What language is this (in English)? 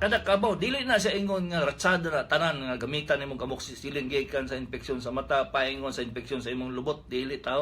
Cebuano